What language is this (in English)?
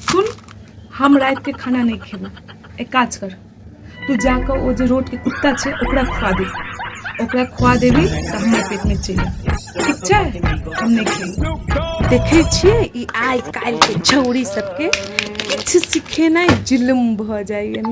Maithili